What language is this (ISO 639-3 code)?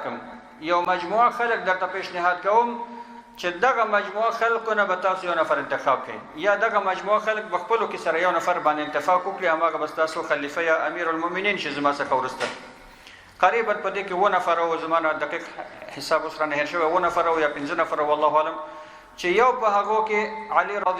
pus